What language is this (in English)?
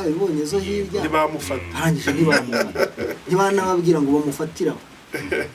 Kinyarwanda